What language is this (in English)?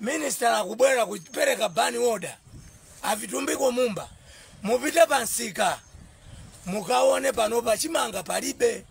Nyanja